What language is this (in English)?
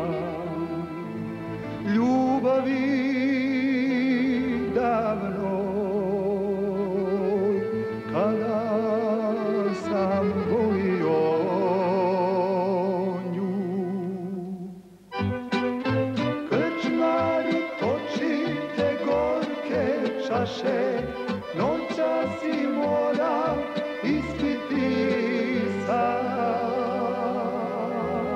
Croatian